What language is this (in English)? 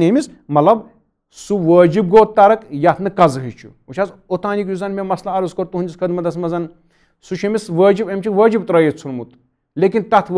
Kashmiri